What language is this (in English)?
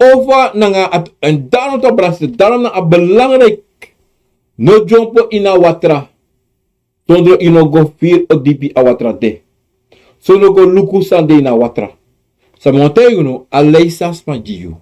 Sranan Tongo